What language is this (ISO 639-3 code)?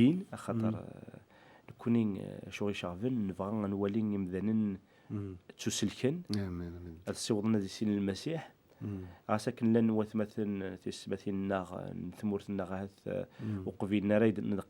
kab